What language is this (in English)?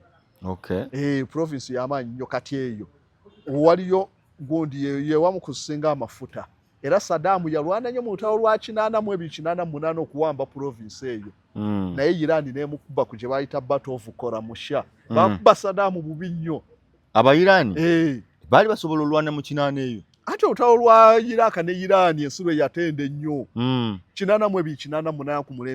Ganda